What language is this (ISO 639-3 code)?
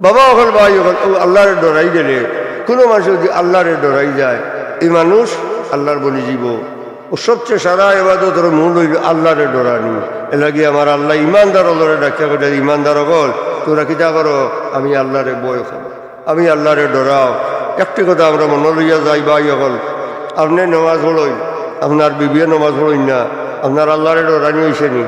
syl